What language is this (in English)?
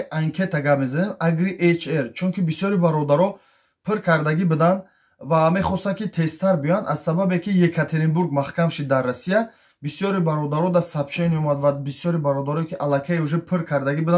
Tajik